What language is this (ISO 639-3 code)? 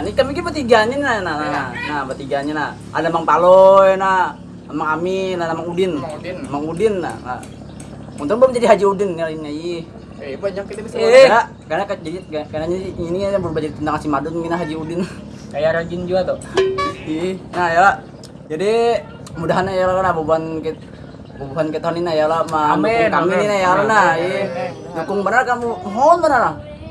bjn